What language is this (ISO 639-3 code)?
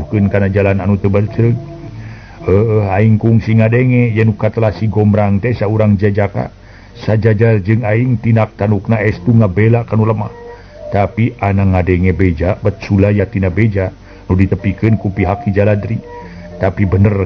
sun